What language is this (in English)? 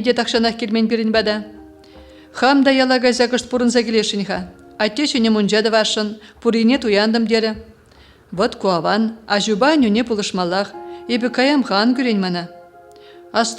Chuvash